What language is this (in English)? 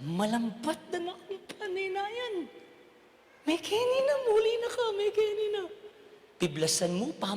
Pampanga